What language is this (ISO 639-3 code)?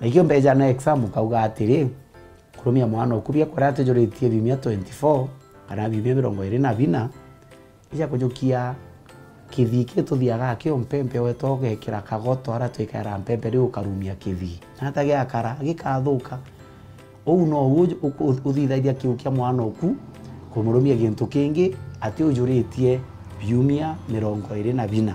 mer